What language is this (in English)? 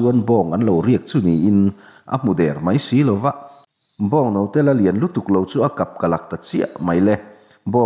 Mizo